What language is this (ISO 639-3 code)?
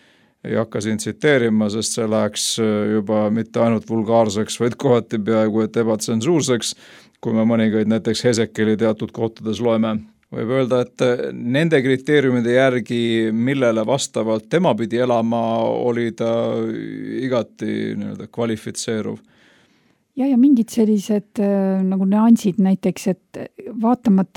est